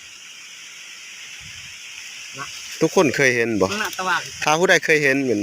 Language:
Lao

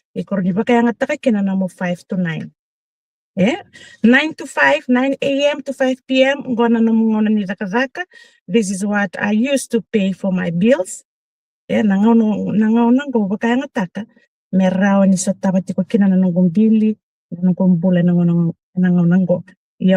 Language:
Fijian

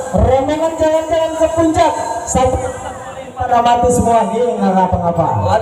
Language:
Betawi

